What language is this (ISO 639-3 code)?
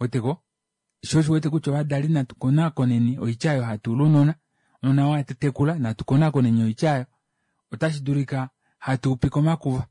kua